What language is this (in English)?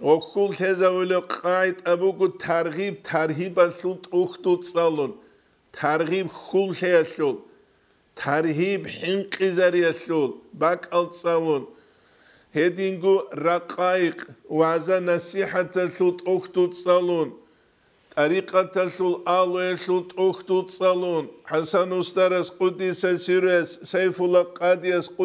Avaric